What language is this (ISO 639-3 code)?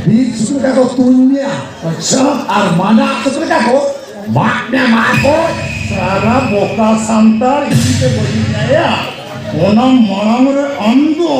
sat